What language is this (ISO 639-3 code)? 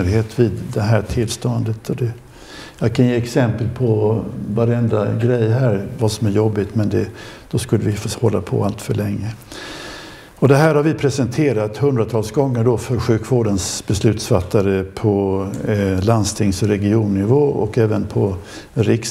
swe